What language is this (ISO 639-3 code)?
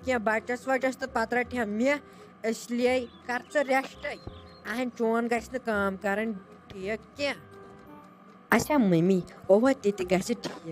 kas